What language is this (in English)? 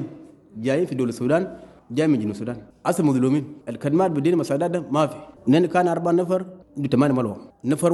Sudanese Arabic